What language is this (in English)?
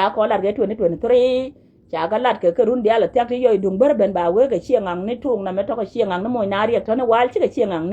Nuer